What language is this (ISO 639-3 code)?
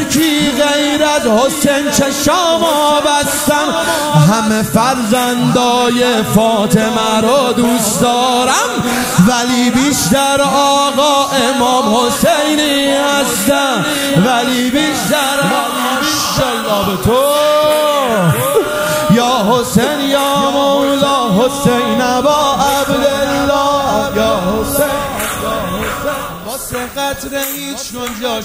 fas